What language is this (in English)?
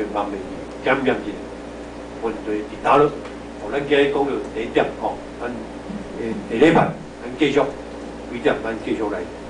Min Nan Chinese